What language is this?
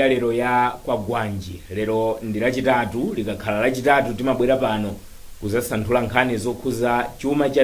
Nyanja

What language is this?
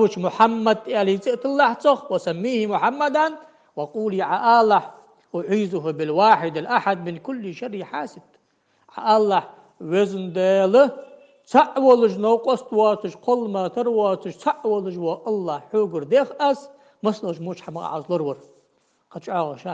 Ingush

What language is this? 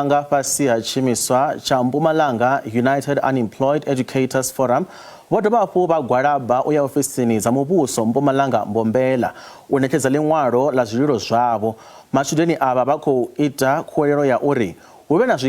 Venda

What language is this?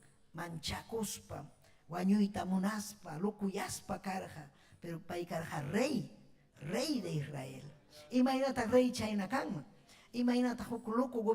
Ayacucho Quechua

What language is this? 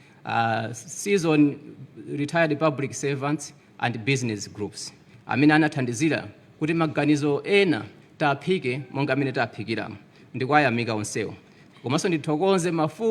Nyanja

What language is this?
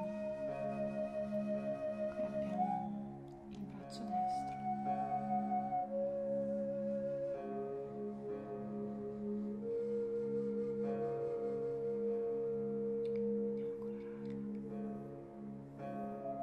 Italian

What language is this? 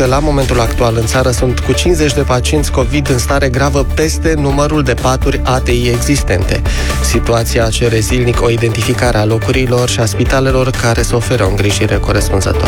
Romanian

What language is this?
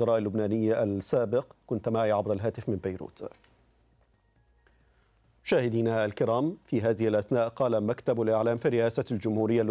Arabic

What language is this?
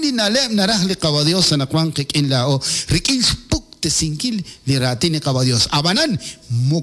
Kekchí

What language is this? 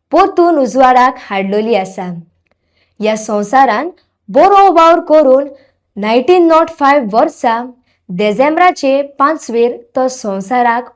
Konkani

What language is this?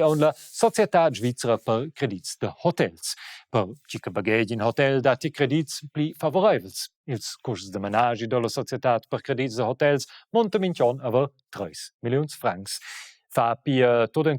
Romansh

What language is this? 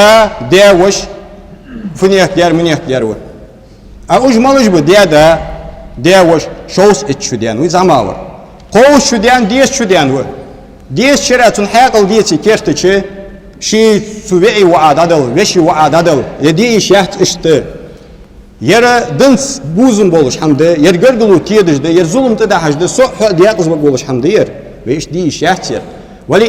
Ingush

